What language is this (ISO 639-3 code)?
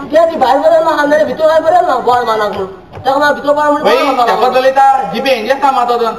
kok